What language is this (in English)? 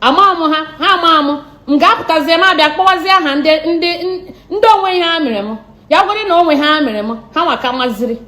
Igbo